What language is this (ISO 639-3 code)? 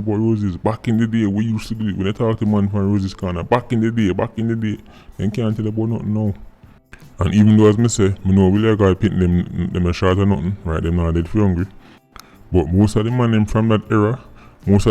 jam